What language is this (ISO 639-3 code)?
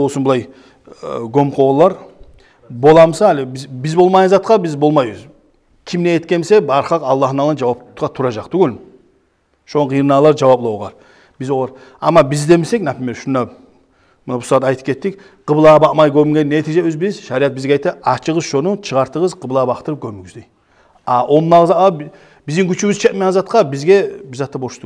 kum